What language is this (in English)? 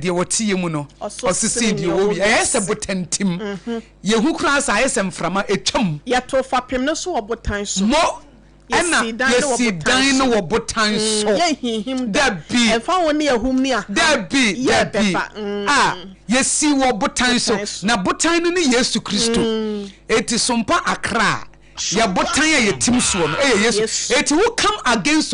Akan